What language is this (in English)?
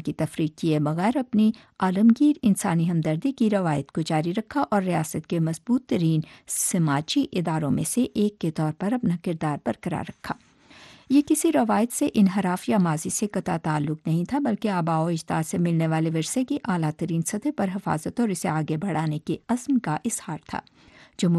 Urdu